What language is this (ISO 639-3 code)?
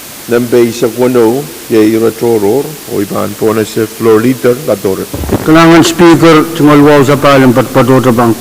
pon